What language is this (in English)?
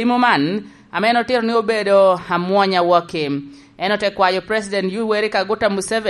Lango (Uganda)